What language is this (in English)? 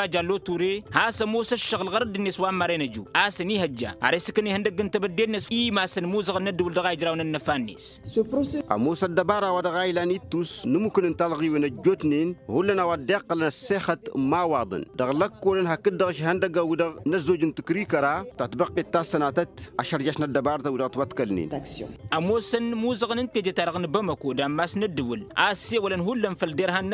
Tamasheq